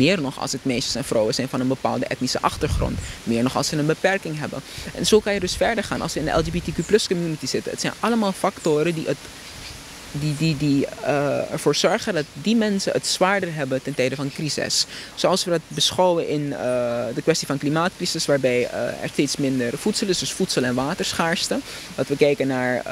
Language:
Dutch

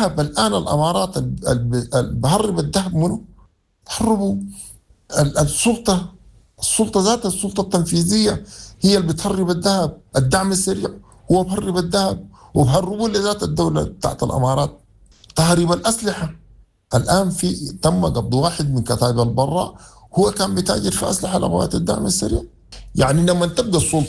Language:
Sudanese Arabic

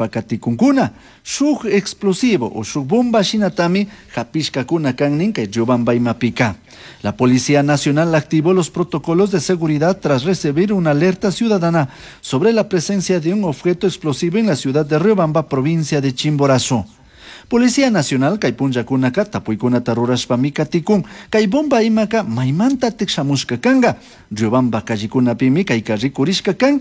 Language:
Chimborazo Highland Quichua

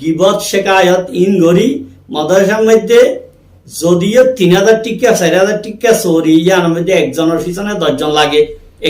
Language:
Rohingya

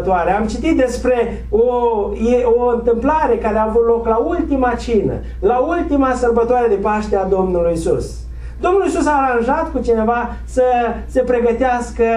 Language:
Romanian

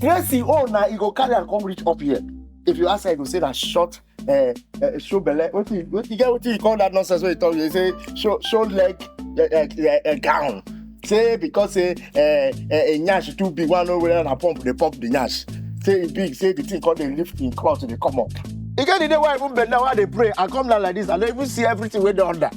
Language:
Nigerian Pidgin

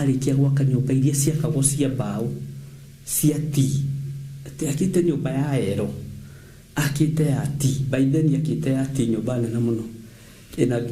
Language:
Kikuyu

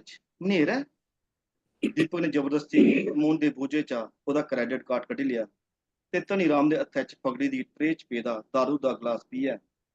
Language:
Dogri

